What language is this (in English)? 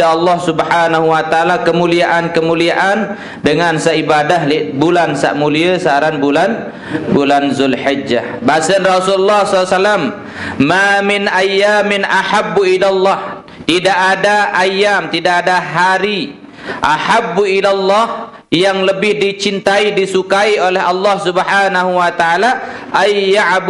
Sasak